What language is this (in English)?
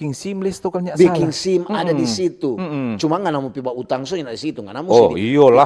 Manado Malay